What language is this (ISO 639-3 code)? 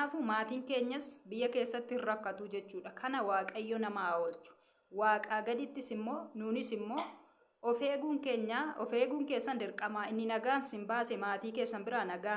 orm